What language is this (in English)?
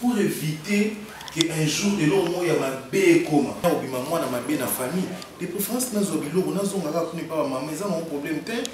Lingala